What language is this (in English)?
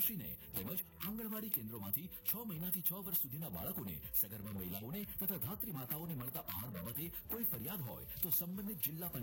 Gujarati